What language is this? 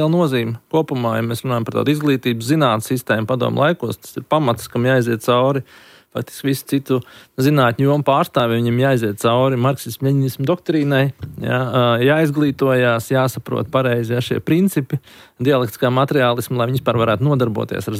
Latvian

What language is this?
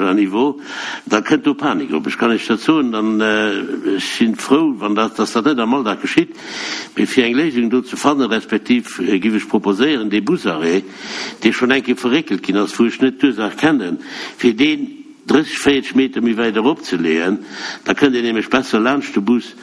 Luxembourgish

